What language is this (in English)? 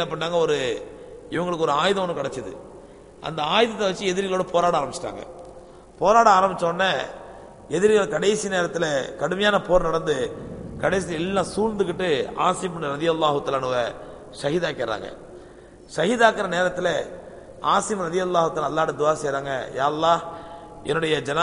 Tamil